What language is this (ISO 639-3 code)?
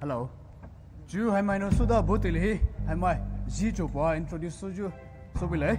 pmx